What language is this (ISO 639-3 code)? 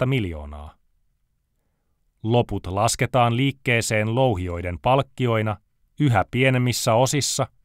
fin